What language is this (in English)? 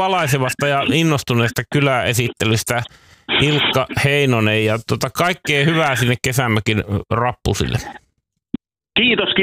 Finnish